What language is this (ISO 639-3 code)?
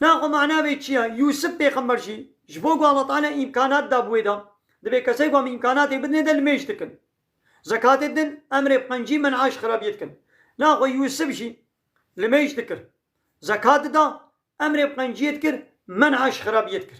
kur